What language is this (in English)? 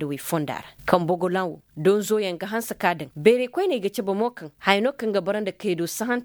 Koyraboro Senni